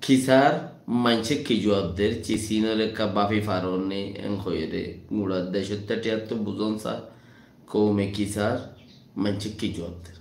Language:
Rohingya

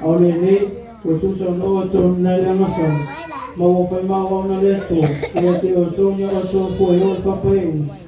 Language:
Samoan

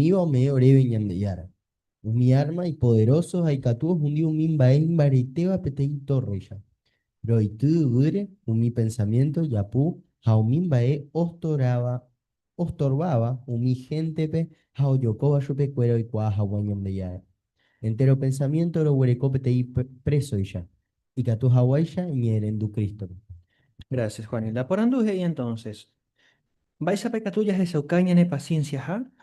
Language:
Guarani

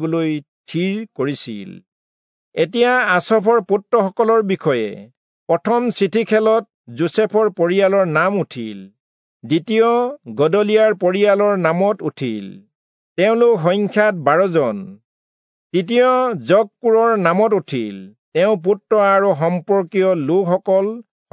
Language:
Assamese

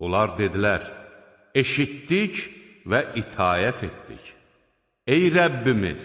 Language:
Azerbaijani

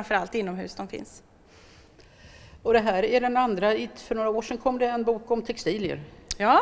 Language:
Swedish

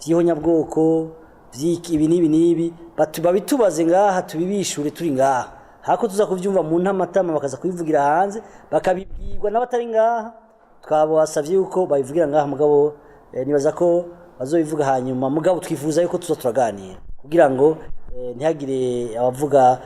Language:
Rundi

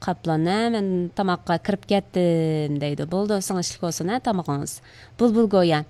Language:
Uyghur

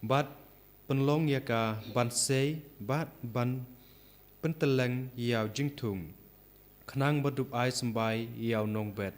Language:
Khasi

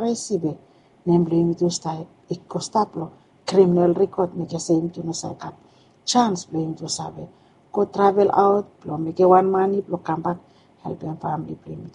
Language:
Bislama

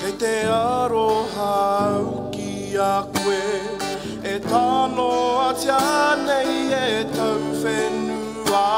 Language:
Māori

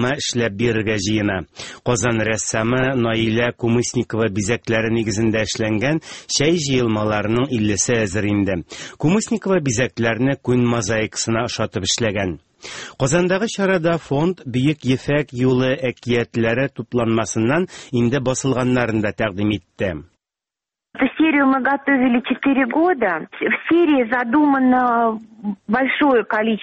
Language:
Tatar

